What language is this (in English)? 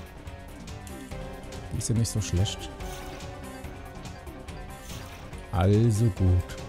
German